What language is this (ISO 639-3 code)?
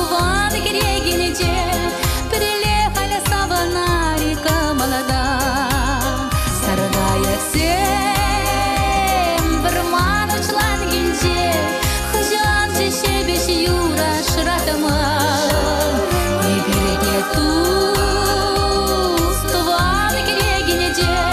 chv